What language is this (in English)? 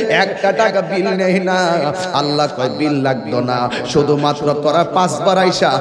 Bangla